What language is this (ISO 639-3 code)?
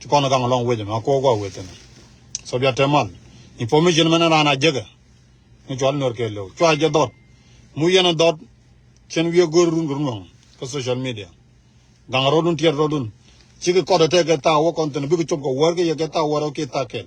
nus